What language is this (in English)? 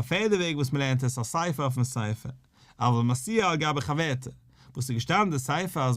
Yiddish